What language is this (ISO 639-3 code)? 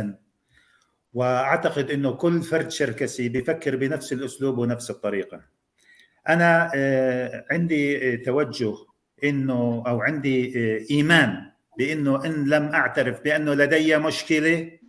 apc